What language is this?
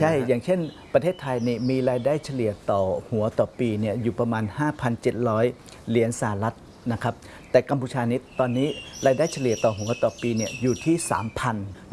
Thai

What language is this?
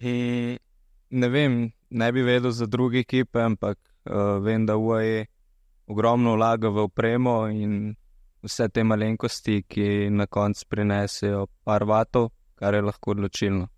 Slovenian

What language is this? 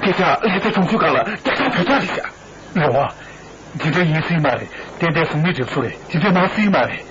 Tibetan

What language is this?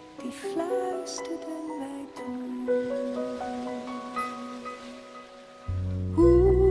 Dutch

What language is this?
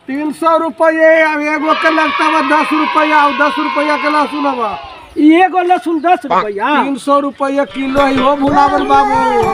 Magahi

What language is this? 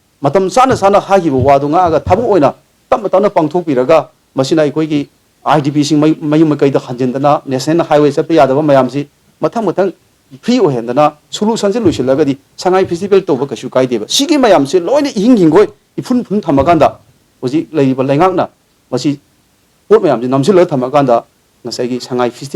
Manipuri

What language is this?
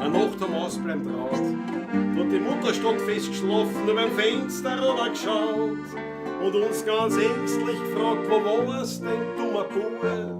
Bavarian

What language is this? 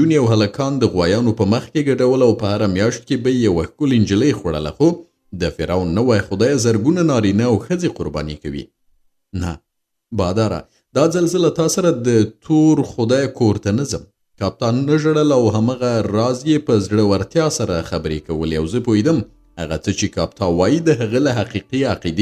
Pashto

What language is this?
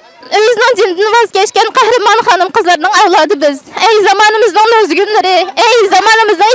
Uyghur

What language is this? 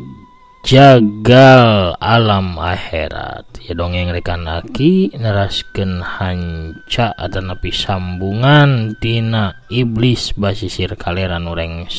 Sundanese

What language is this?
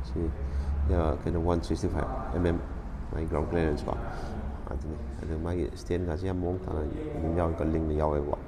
Manipuri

